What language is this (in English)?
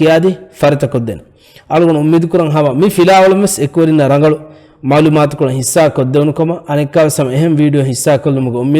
Divehi